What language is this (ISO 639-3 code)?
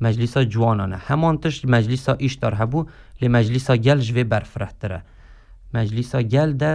kur